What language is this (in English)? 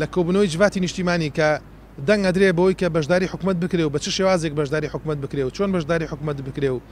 Central Kurdish